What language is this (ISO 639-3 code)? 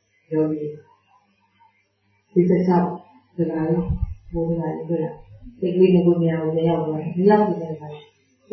mya